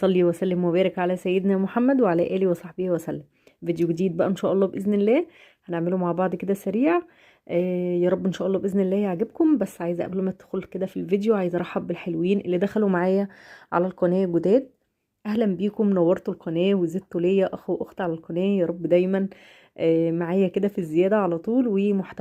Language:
Egyptian Arabic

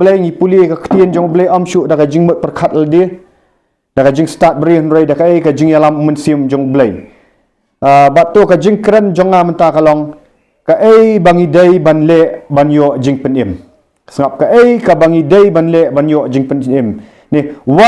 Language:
Khasi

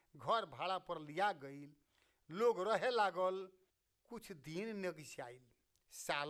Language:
Bhojpuri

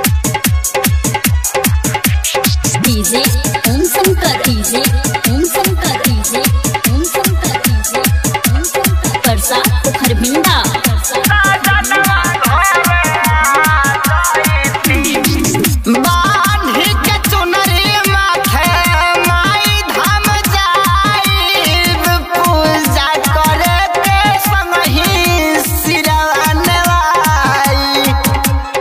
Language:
Bhojpuri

